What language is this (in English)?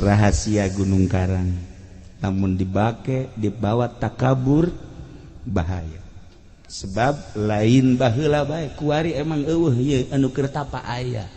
Sundanese